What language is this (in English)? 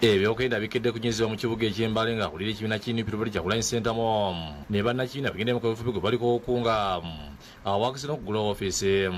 Ganda